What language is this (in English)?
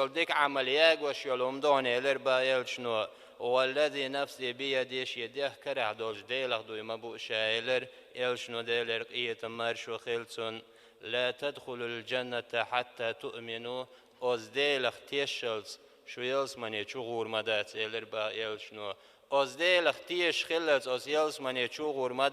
Chechen